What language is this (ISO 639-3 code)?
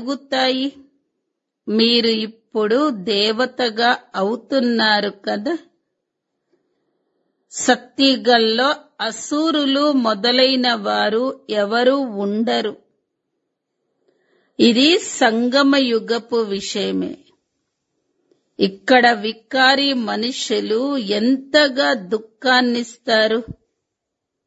tel